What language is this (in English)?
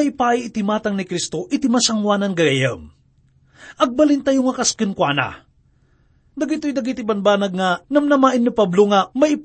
Iloko